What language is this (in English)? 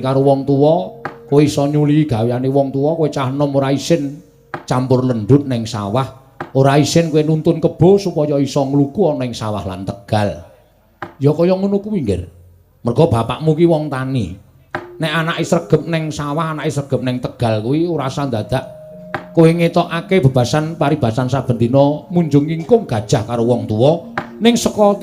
Javanese